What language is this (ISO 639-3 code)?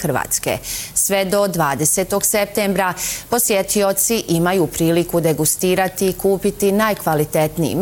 bos